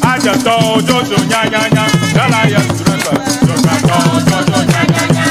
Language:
Ewe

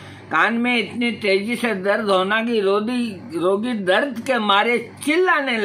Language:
Hindi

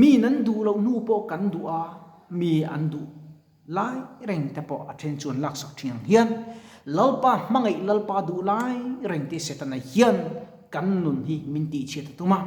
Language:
Mizo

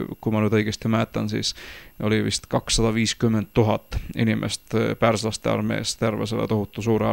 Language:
Estonian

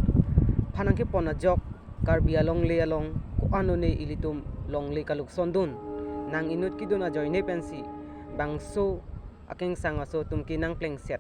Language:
Karbi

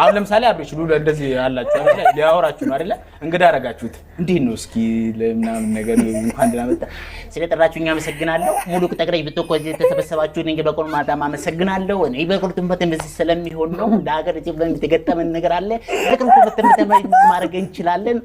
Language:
Amharic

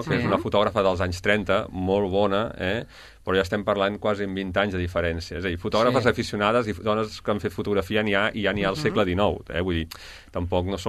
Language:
Catalan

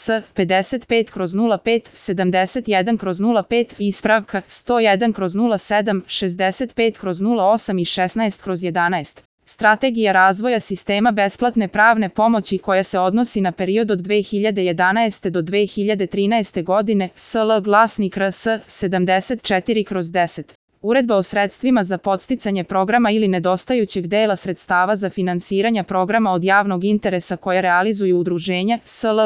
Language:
Serbian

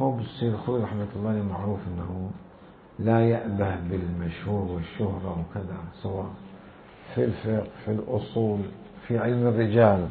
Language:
Mesopotamian Arabic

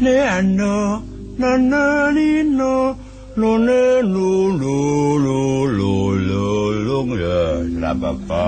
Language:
Javanese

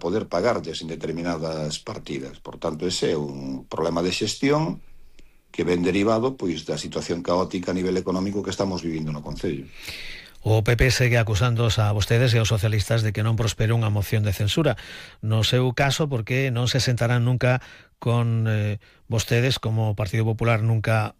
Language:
Galician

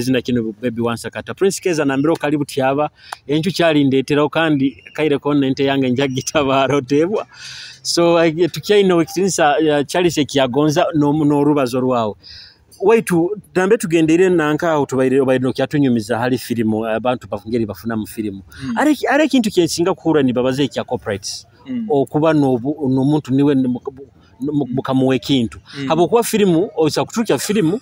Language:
Nyoro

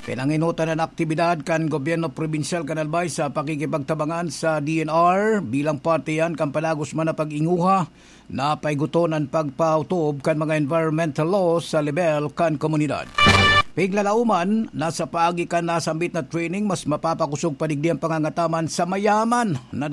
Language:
Bikol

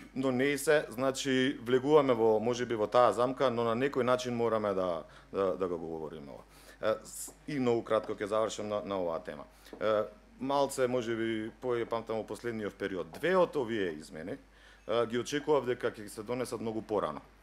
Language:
Macedonian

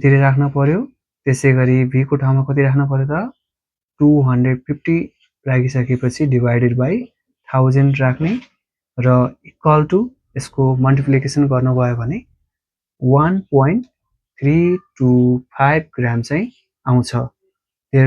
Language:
Nepali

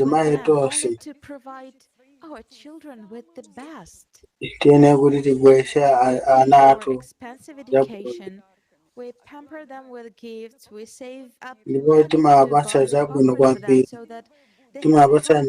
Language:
Nyanja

